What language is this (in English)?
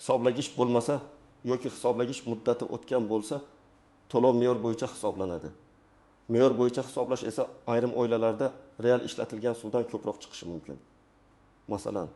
Uzbek